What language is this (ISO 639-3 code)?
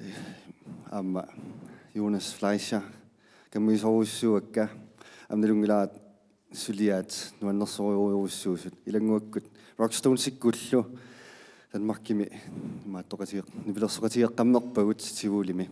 kal